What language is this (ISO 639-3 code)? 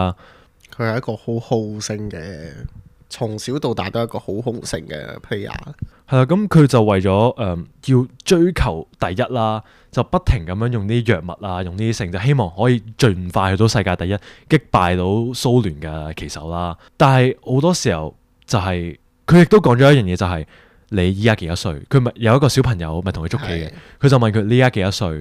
yue